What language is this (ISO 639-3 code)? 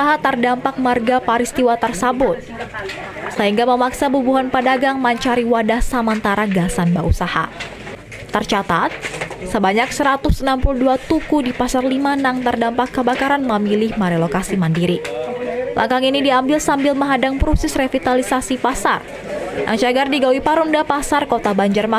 bjn